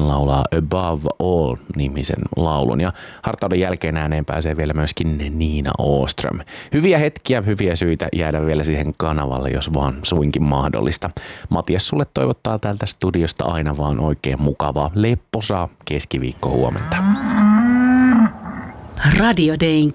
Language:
Finnish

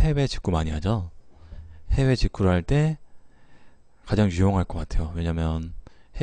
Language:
Korean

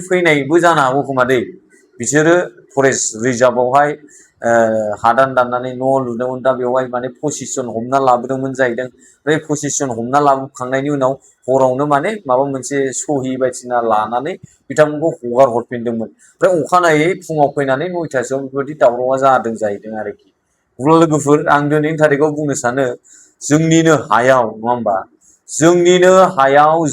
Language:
Bodo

